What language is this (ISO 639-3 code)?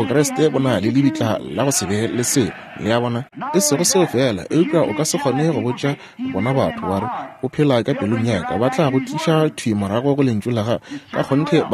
nso